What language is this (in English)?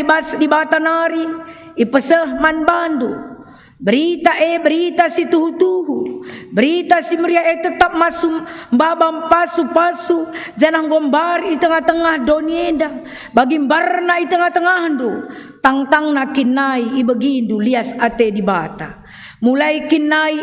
Batak Karo